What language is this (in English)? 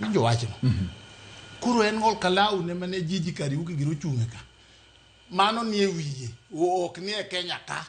Luo (Kenya and Tanzania)